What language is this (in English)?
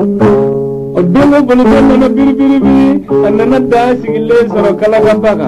Bambara